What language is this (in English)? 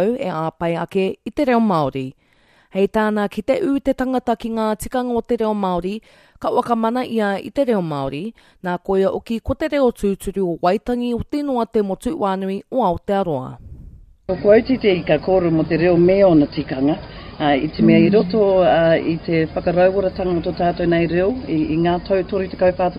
Māori